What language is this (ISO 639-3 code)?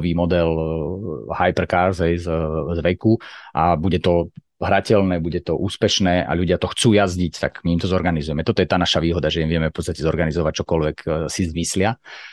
slk